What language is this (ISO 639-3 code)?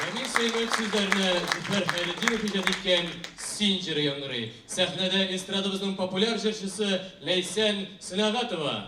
tat